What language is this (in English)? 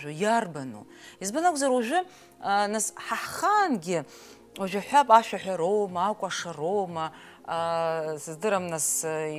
Abkhazian